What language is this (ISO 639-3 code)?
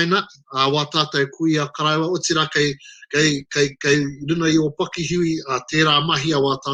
mri